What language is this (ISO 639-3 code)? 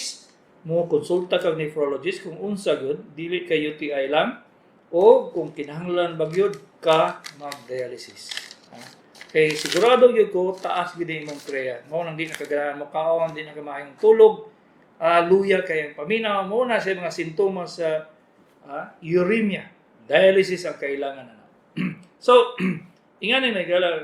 ceb